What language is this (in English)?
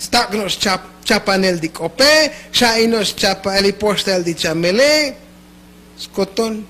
Tzotzil